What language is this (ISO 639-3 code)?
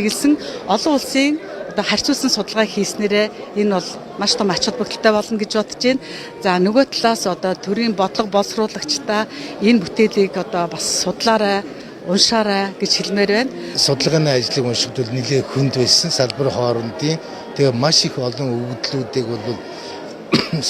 mon